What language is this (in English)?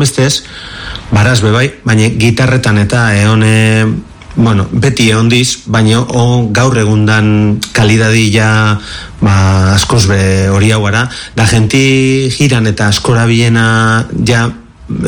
Basque